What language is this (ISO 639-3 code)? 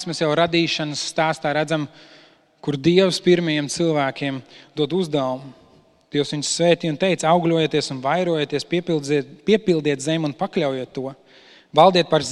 lav